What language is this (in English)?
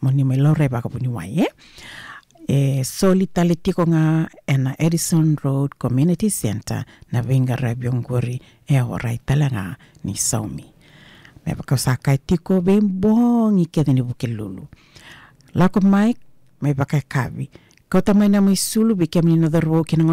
Fijian